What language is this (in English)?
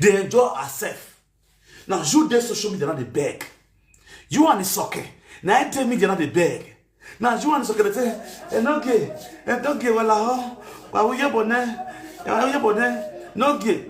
Nigerian Pidgin